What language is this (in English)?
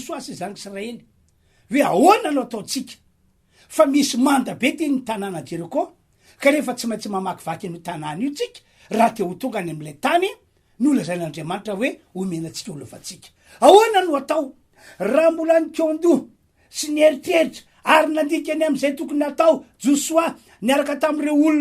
Malagasy